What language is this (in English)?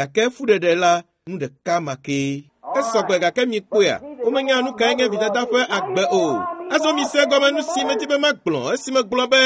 Ewe